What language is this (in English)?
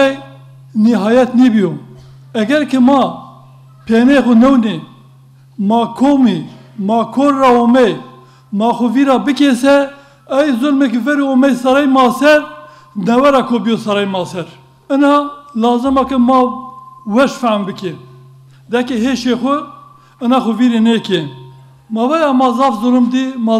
Zaza